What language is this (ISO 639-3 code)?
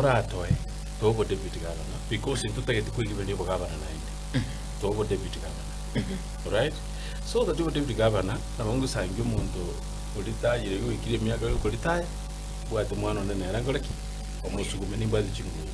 guz